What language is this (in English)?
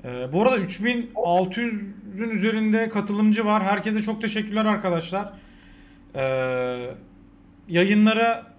Turkish